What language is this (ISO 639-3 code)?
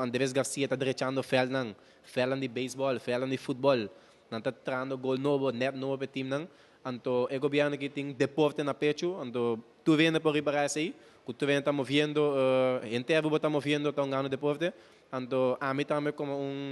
pap